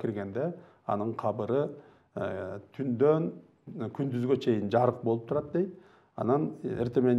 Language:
Kyrgyz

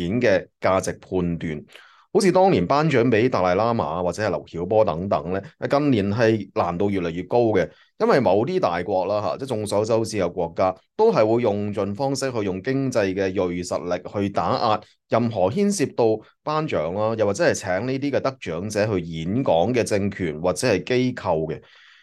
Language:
Cantonese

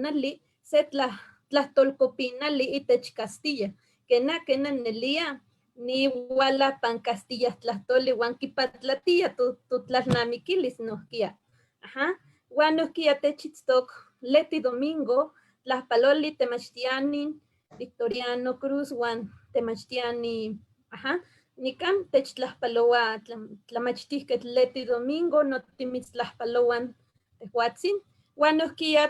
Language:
Eastern Huasteca Nahuatl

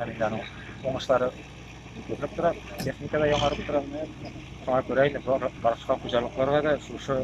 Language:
Tatar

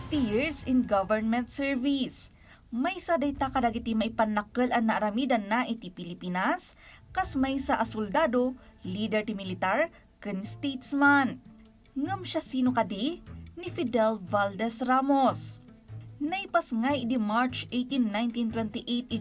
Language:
Iloko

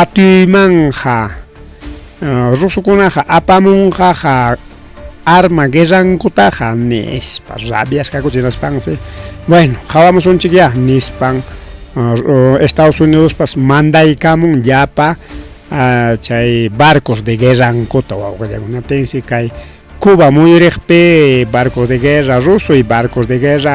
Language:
Ayacucho Quechua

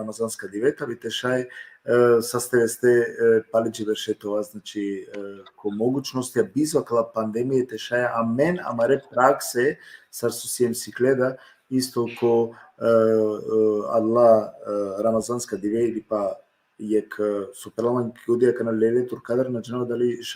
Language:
Balkan Romani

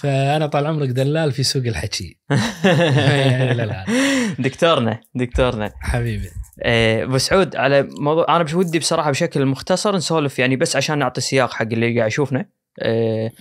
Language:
Najdi Arabic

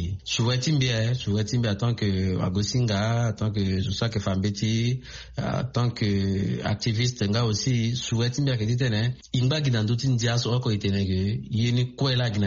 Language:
Sango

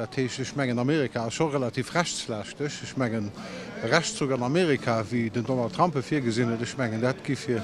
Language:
Luxembourgish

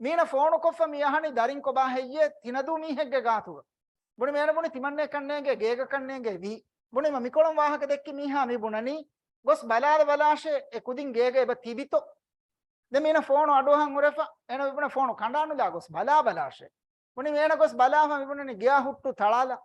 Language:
Divehi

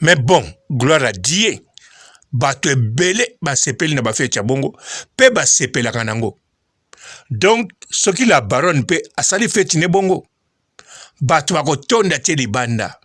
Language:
Lingala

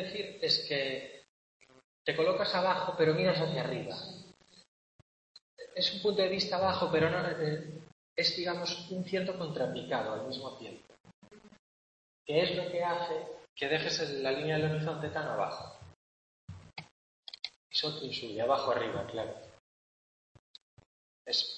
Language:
Spanish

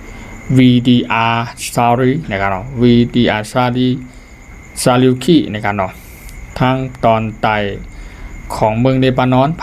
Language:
Lao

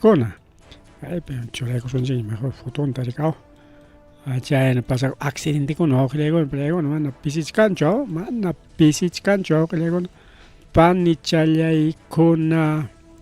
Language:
Ayacucho Quechua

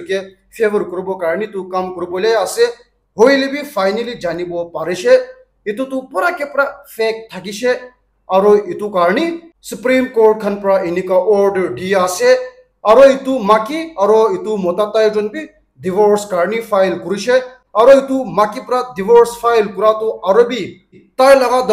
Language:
Naga Pidgin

